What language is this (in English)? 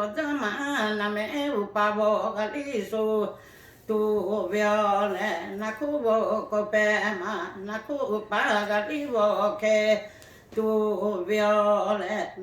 Lahu